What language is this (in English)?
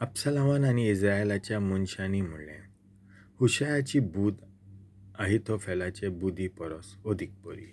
Konkani